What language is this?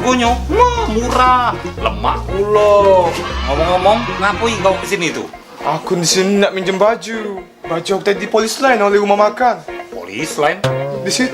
Musi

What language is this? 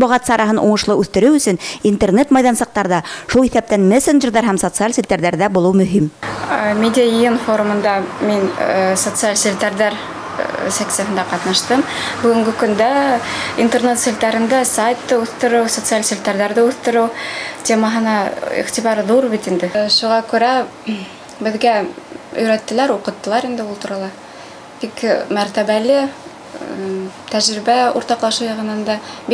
Bashkir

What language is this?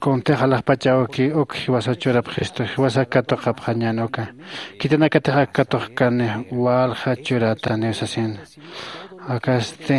Aymara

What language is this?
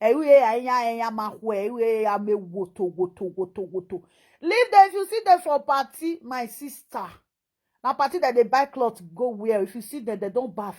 Nigerian Pidgin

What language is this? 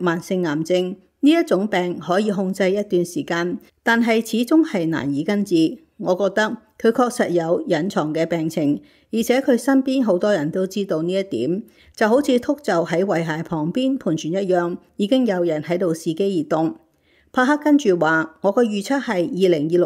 Cantonese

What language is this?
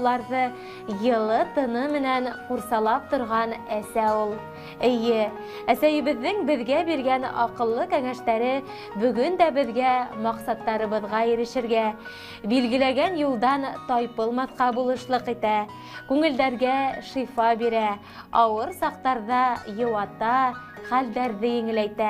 Bashkir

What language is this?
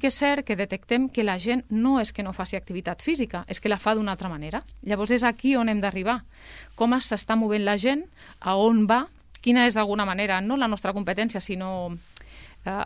Catalan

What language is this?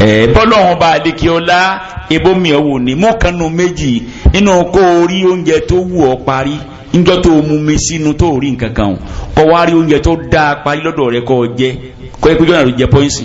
Yoruba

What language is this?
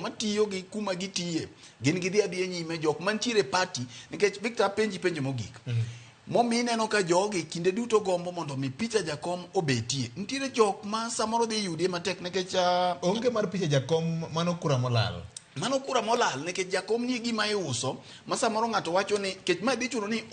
Luo (Kenya and Tanzania)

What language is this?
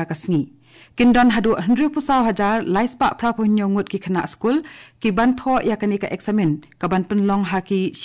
Khasi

